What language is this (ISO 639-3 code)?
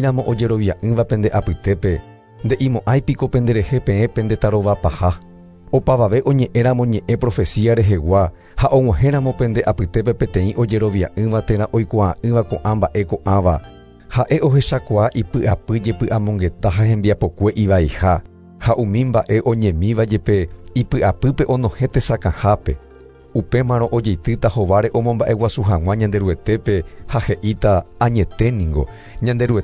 grn